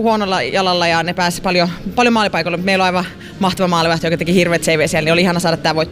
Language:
Finnish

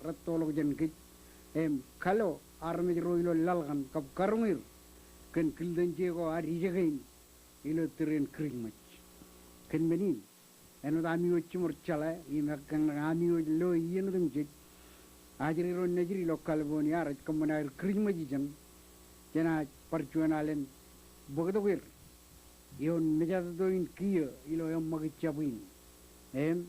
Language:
Marshallese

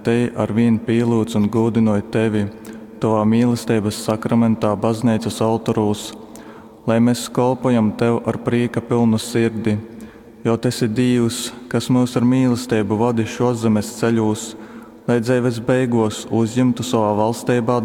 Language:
Latgalian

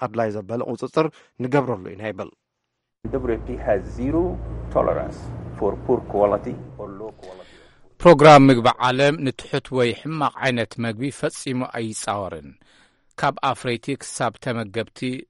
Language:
Tigrinya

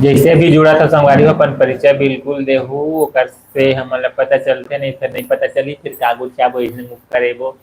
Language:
Chhattisgarhi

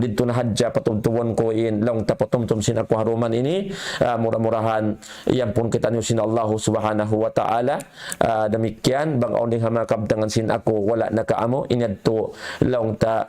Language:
Tausug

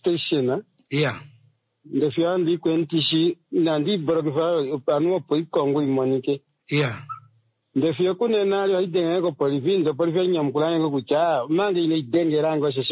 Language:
Kuanyama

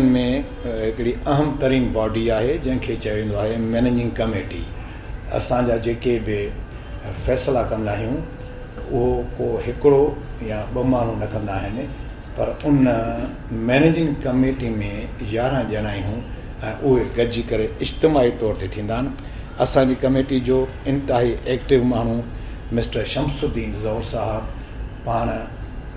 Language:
Sindhi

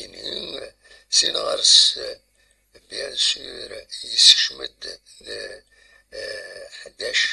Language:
Kabyle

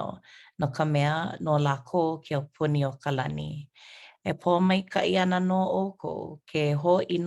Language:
Hawaiian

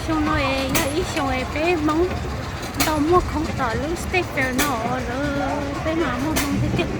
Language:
Hmong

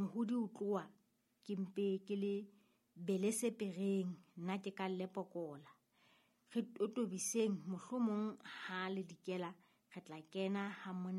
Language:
Southern Sotho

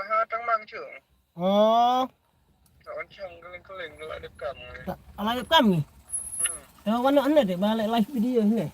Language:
Khasi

